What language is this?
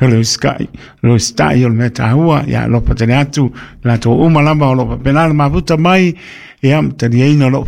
Samoan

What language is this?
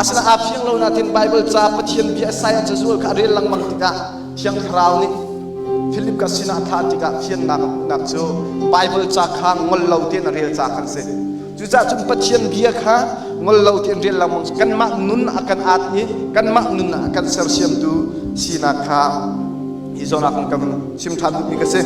Hakha Chin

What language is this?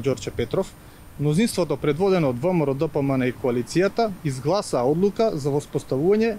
Macedonian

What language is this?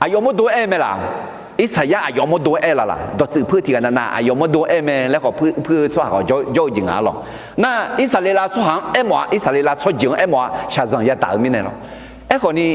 Akha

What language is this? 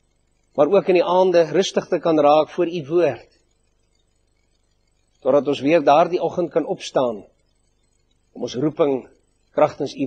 Afrikaans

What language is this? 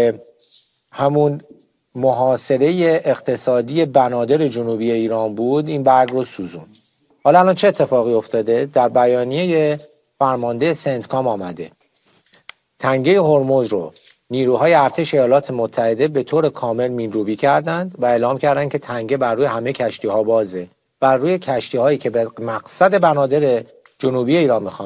Persian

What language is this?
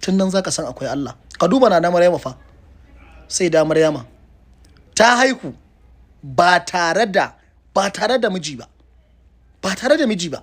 Hausa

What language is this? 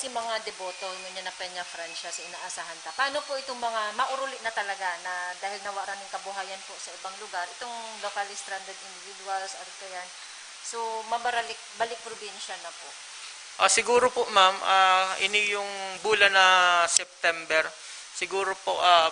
Bikol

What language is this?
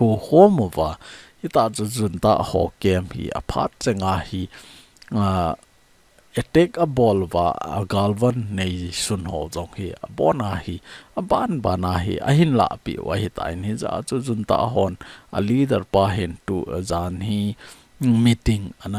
Thado Chin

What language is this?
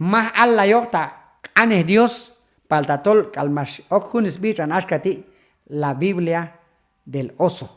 Q'anjob'al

